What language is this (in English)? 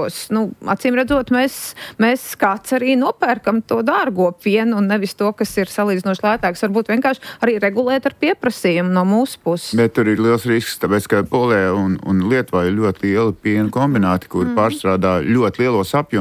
Latvian